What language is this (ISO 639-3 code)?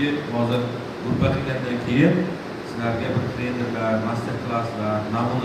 uzb